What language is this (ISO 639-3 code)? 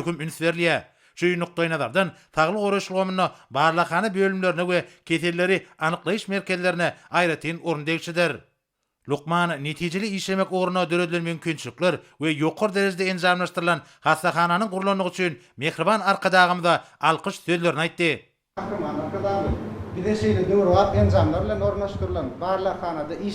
tuk